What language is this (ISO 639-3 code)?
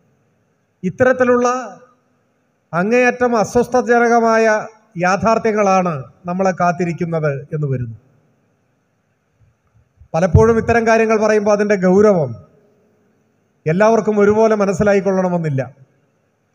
mal